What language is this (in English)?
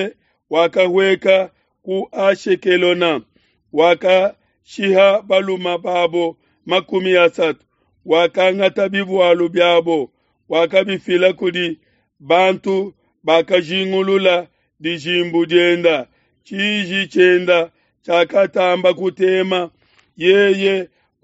Luba-Lulua